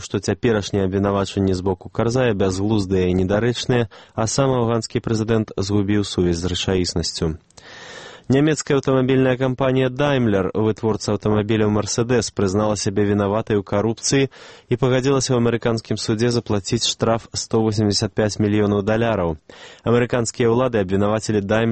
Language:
Belarusian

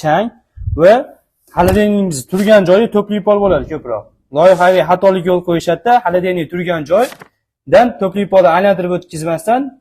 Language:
Uzbek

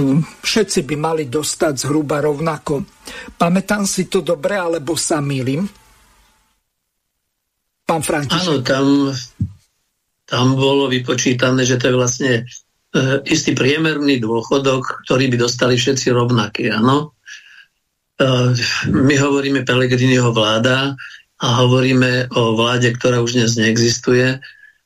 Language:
Slovak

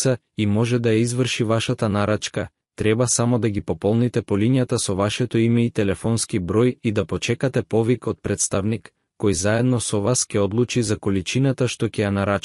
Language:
Macedonian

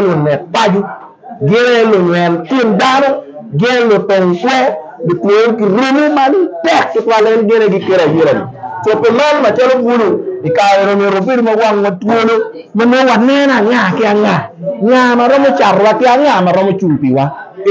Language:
Acoli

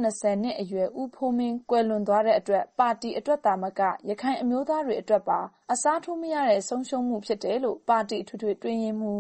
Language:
Burmese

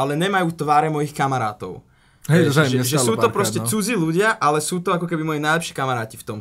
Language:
Slovak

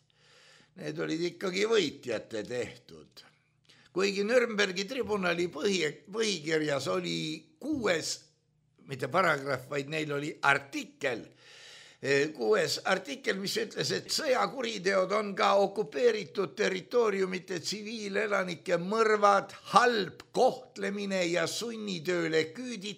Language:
Estonian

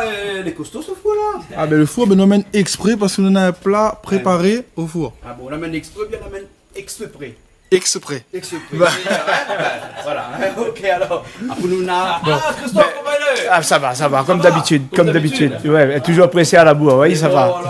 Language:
Réunion Creole French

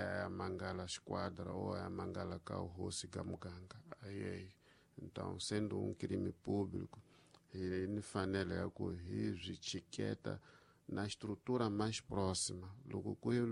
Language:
Tsonga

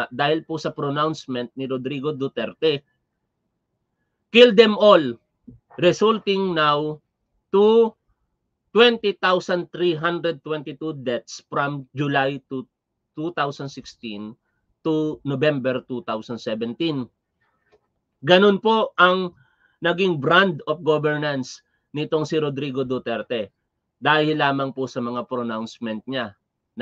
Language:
Filipino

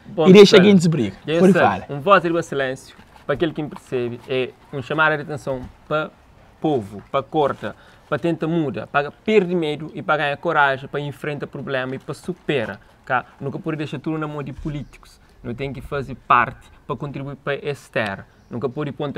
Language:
Kabuverdianu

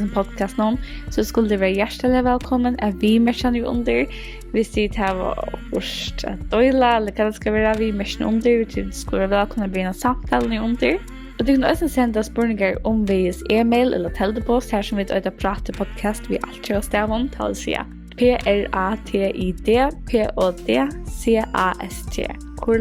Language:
Faroese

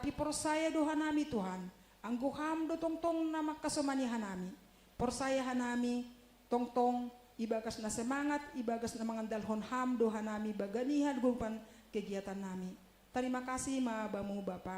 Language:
Batak Simalungun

